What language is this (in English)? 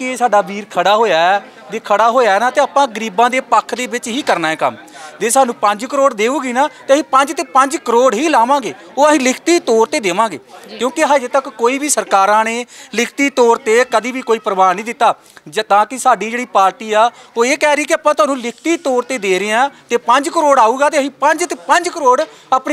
Punjabi